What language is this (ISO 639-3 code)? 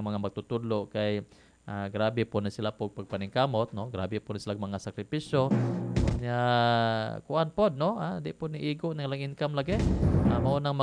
ceb